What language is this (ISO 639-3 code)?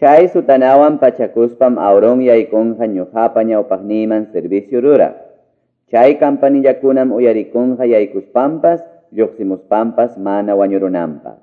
quy